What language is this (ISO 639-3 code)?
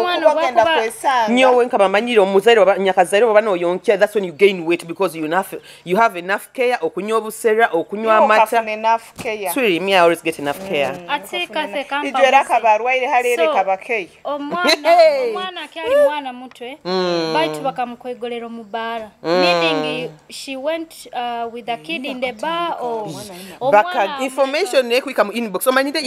nyo